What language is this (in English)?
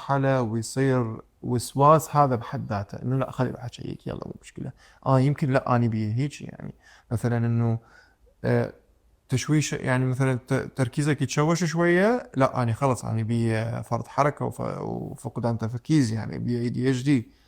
Mesopotamian Arabic